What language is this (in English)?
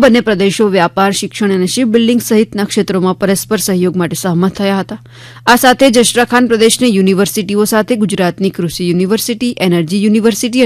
Gujarati